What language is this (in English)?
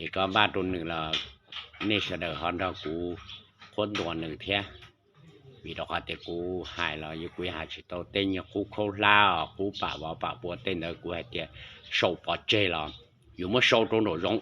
Hmong